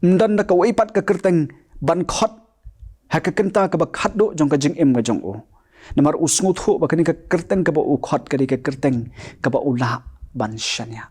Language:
Khasi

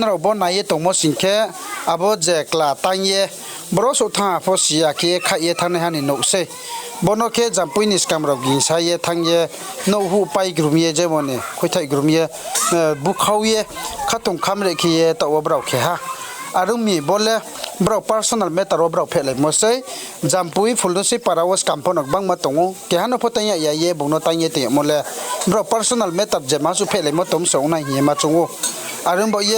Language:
Riang (India)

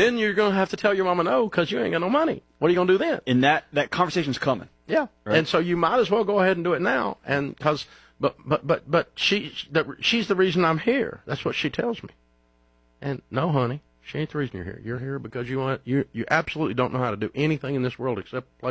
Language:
English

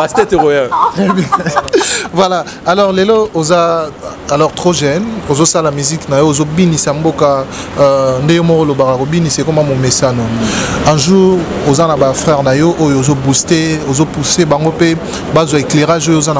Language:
Lingala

